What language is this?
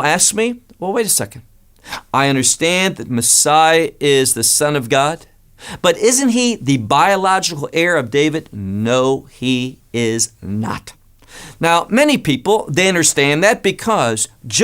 English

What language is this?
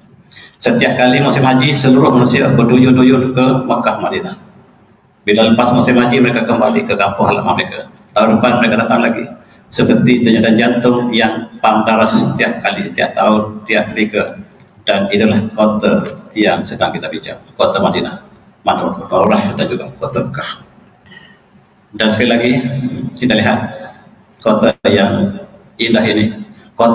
Malay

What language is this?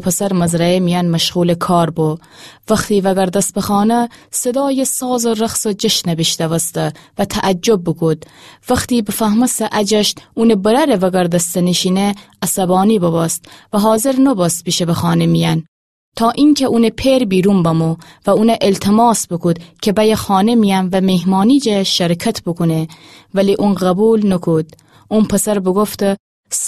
Gilaki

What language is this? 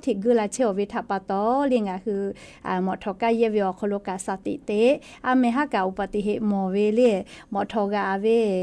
Lahu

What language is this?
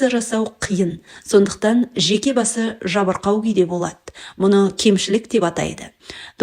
Kazakh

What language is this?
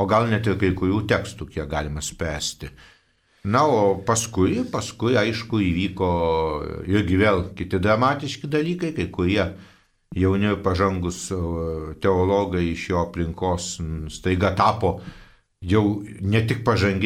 Lithuanian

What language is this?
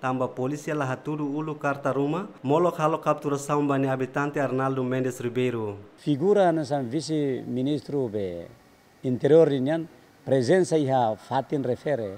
Tetum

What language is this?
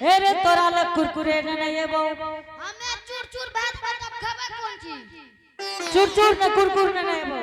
Angika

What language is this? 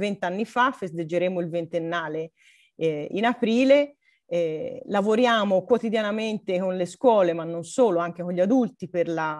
Italian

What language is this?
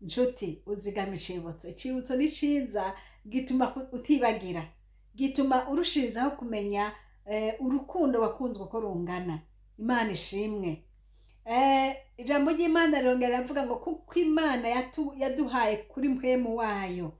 Rundi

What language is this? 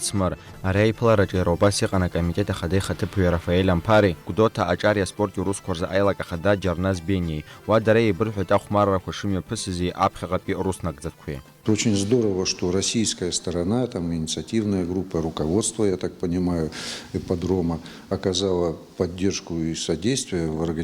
Abkhazian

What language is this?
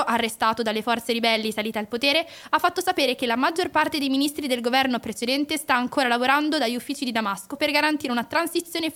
Italian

